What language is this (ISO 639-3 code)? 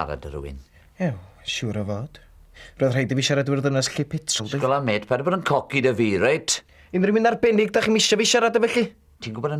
cym